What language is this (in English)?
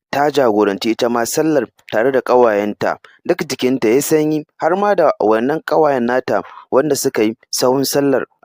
Hausa